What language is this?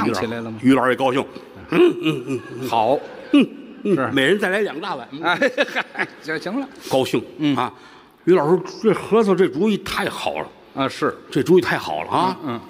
Chinese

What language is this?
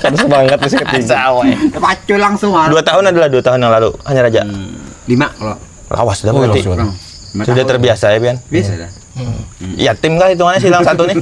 Banjar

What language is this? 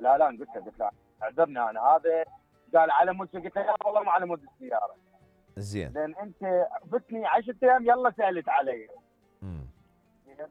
Mesopotamian Arabic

